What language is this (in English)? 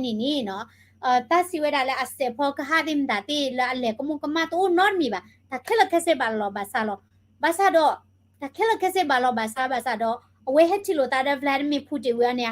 S'gaw Karen